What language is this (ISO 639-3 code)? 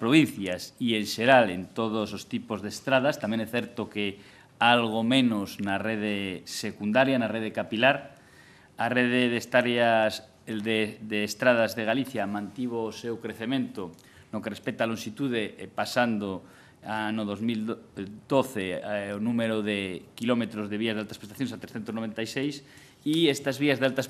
glg